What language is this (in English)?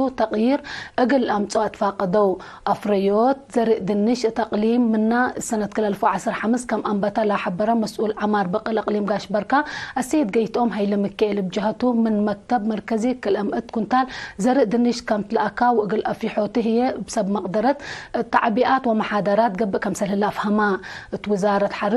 Tigre